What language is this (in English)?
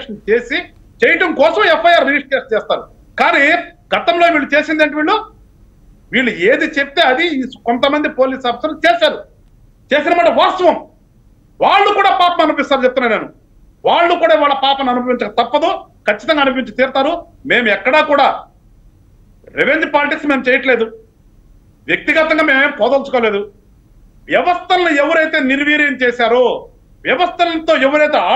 Telugu